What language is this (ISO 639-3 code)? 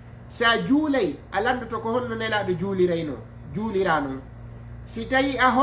ful